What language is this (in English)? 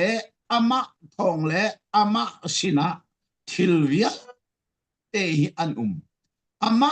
Falam Chin